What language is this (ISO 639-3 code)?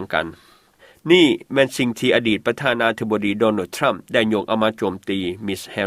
lao